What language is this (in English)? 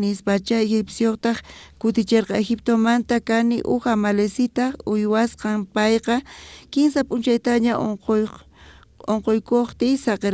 South Bolivian Quechua